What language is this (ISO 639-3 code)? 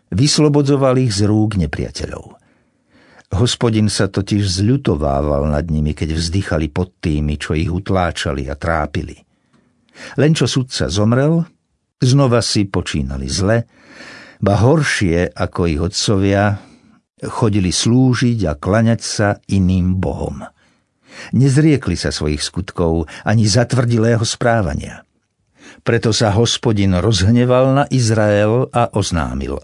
slk